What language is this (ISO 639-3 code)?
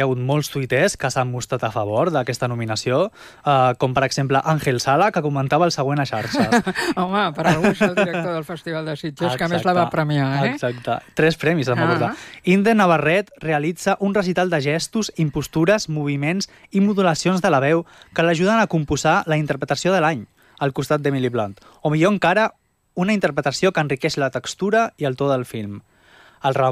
cat